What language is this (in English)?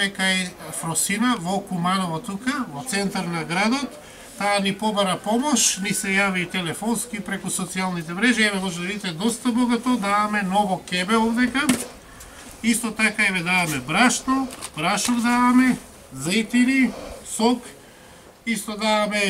Macedonian